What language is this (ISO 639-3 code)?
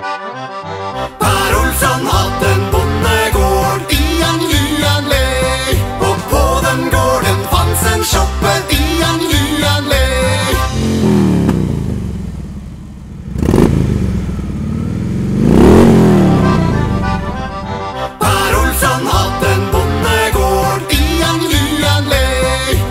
swe